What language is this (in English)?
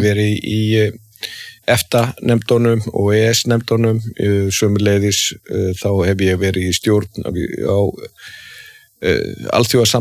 Icelandic